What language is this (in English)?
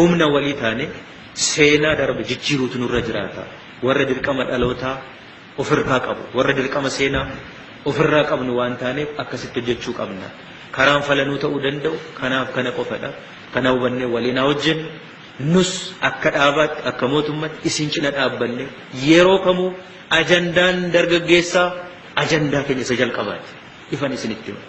Oromo